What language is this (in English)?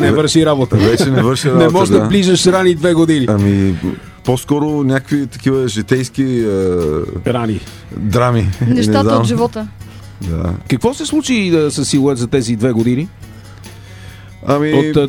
Bulgarian